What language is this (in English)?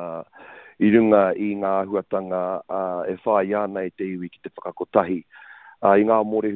Māori